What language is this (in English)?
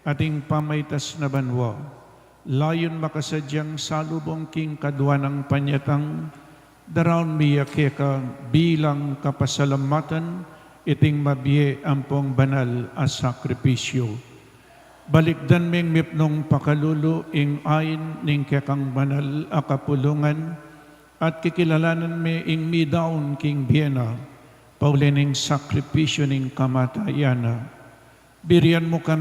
Pampanga